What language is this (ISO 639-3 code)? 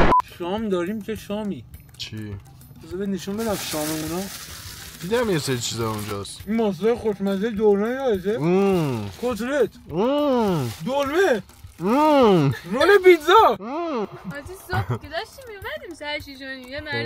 fas